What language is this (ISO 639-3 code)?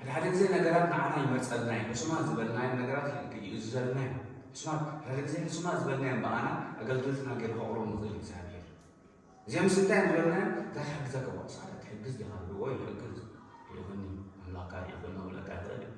tir